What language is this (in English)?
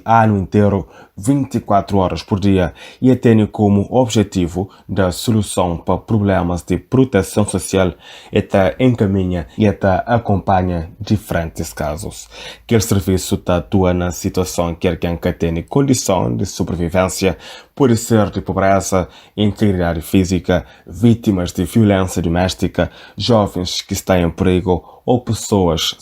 Kabuverdianu